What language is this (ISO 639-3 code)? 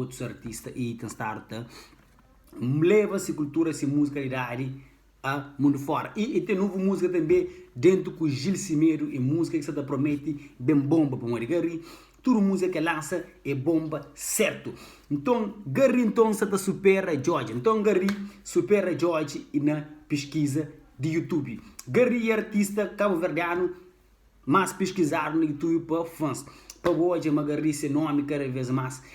kea